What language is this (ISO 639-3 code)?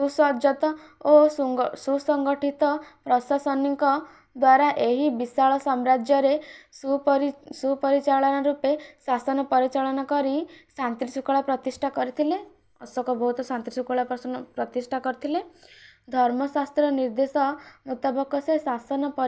ori